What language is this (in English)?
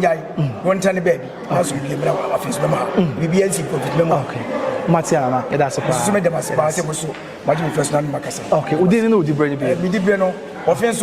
Akan